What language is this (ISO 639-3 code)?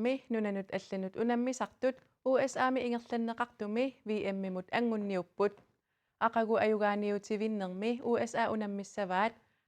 kal